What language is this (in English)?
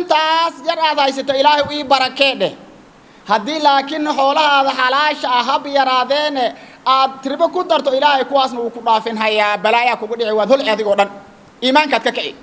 Somali